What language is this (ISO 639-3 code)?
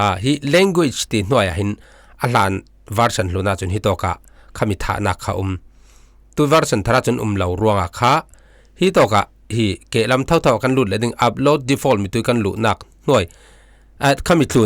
cfm